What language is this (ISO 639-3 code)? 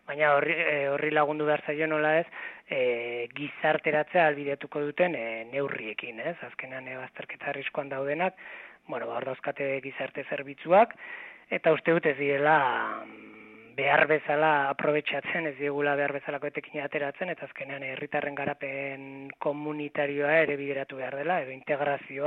eus